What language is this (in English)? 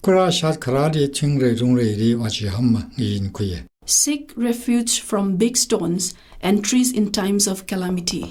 Tangkhul Naga (India)